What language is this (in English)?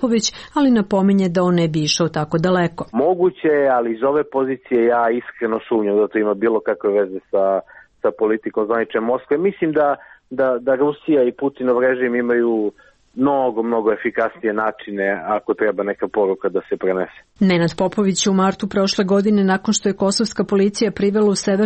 Serbian